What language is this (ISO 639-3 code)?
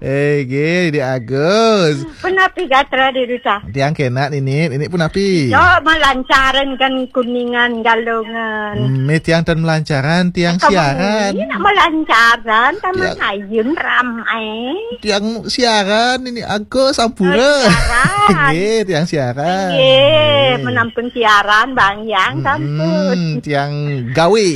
ban